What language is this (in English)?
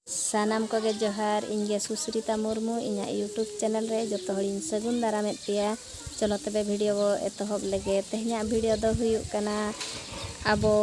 Santali